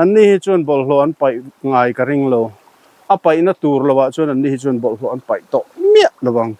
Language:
Mizo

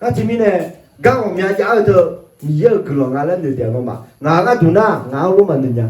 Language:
Akha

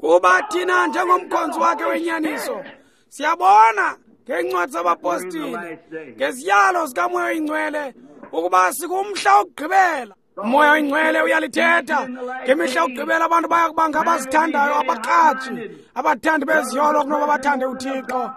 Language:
Xhosa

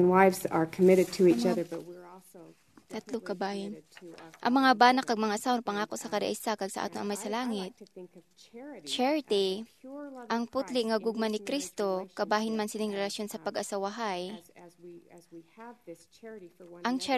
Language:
Hiligaynon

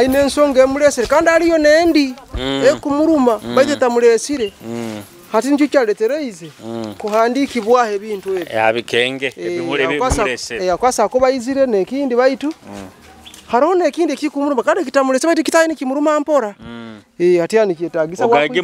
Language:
Nyoro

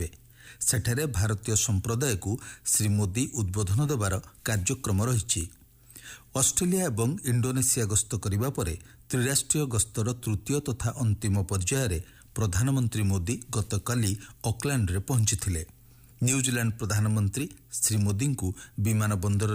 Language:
Odia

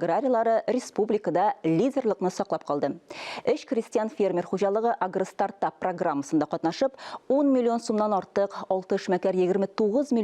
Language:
Tatar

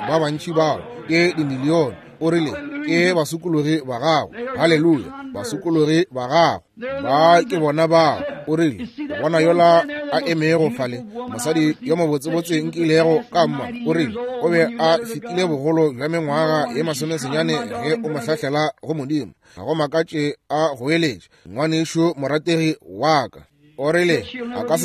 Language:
Northern Sotho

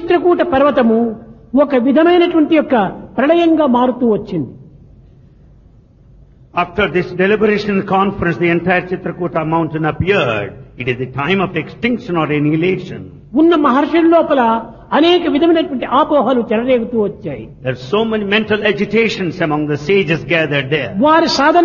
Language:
Telugu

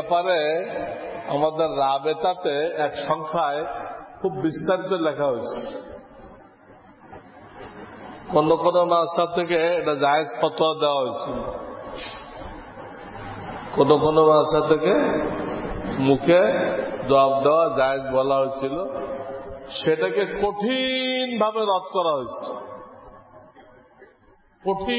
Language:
Bangla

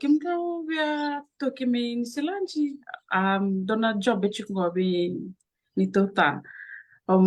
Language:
Fijian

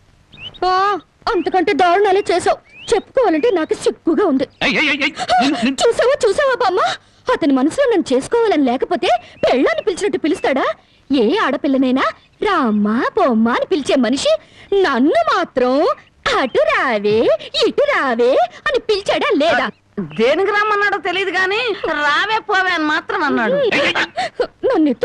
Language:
Telugu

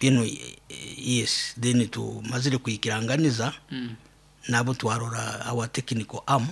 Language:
Nyoro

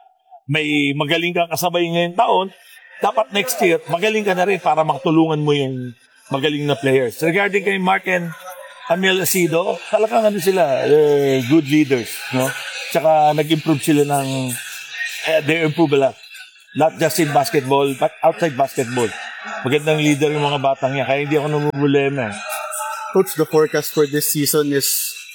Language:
Filipino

